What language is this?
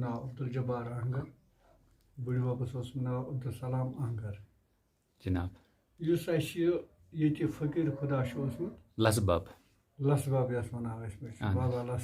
Kashmiri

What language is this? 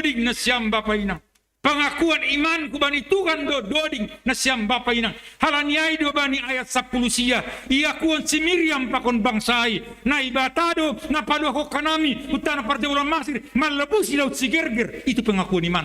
Batak Simalungun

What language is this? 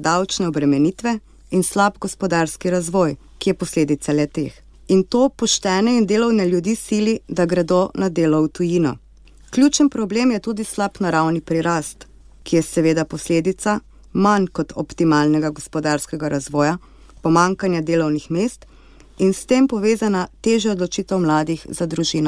Slovenian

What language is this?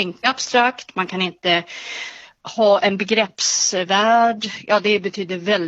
Swedish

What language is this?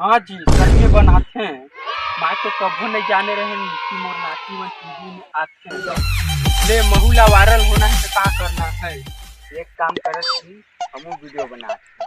Chhattisgarhi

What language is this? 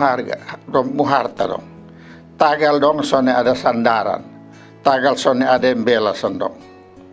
Kupang Malay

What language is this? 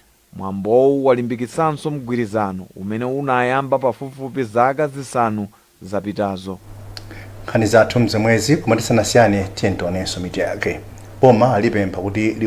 Nyanja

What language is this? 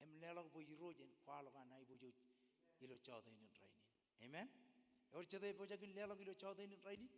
Marshallese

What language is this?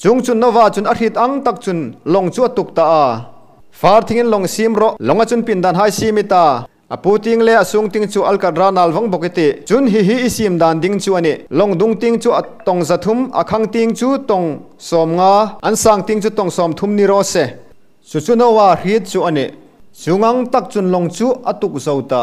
Hmar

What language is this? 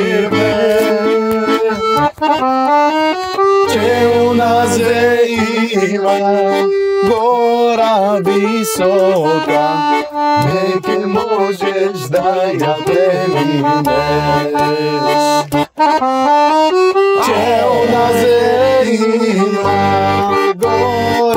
Bulgarian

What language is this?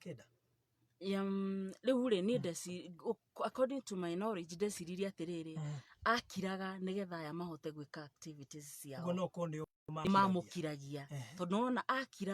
Kikuyu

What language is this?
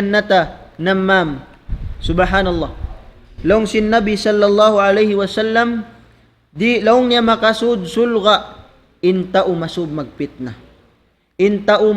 Tausug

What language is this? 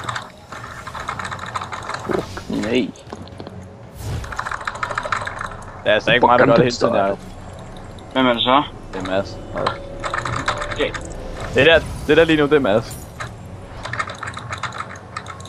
Danish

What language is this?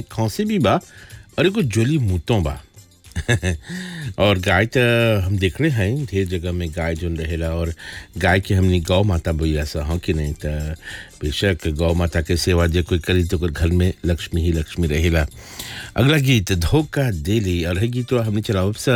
Bhojpuri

